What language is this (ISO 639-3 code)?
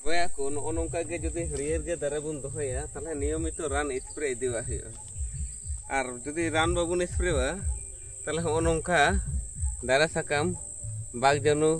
sat